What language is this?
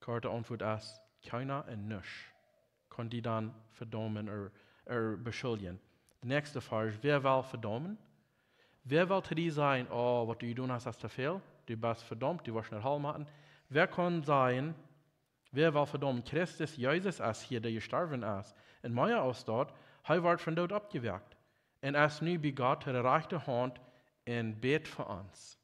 Plautdietsch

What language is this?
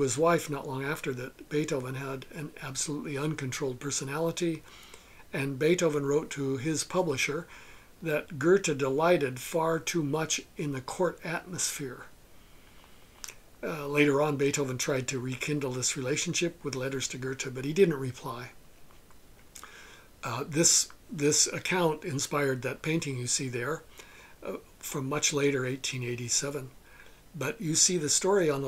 English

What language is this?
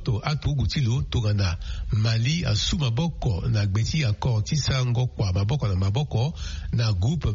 Sango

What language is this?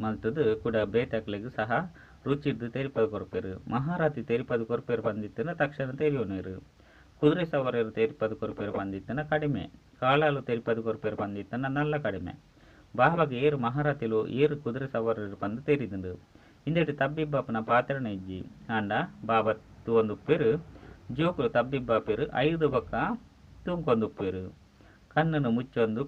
Tulu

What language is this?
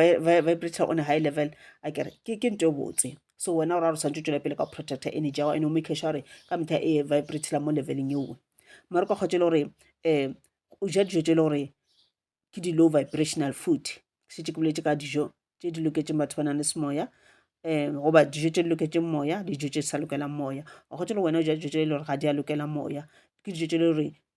Northern Sotho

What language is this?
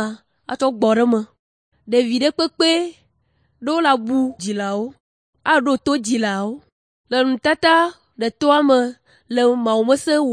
Ewe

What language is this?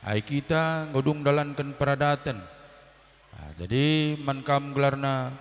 Batak Karo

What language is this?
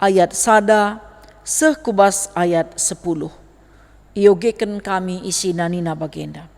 Batak Karo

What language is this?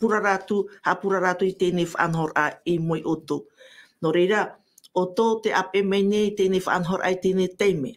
Tahitian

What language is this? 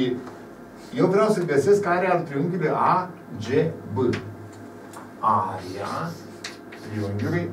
Romanian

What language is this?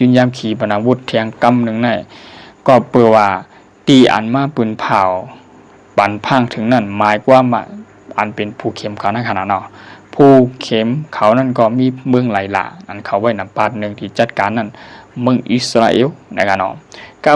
Shan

